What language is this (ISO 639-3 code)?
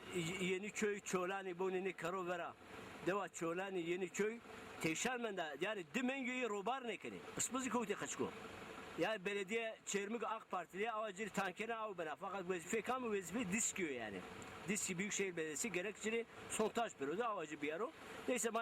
zza